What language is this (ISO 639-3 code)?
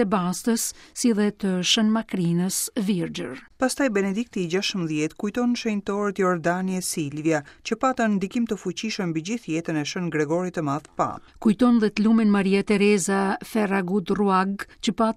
sqi